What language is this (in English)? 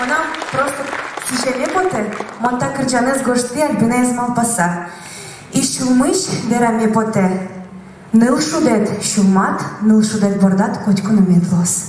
Udmurt